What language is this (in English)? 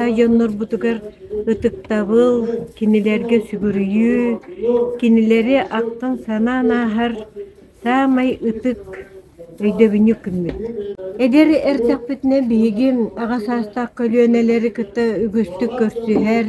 Yakut